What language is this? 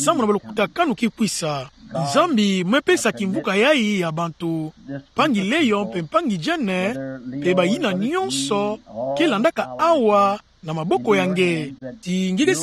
Kituba (Democratic Republic of Congo)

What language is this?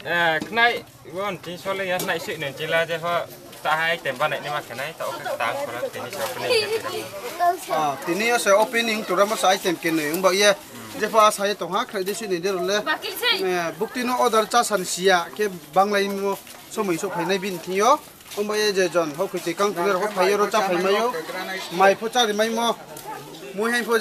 Riang (India)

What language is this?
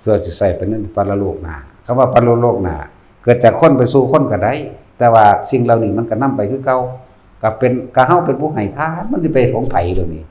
Lao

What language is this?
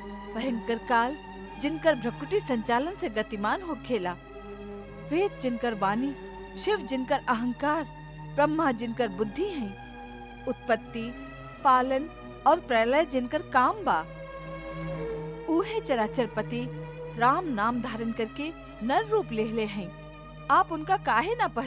Bhojpuri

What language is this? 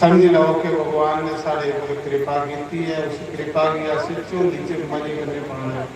Dogri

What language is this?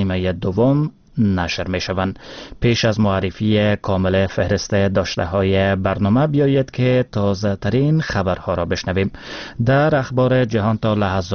Persian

